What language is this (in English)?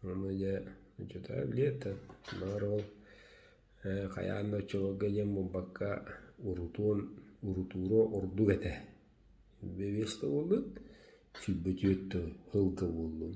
Yakut